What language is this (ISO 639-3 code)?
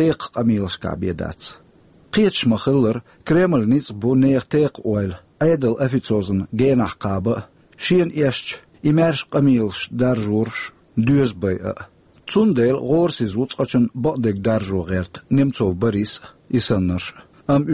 che